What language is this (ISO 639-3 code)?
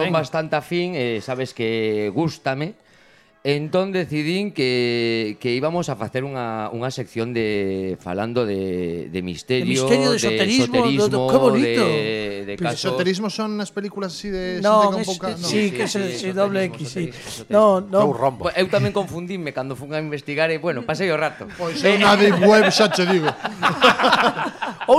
glg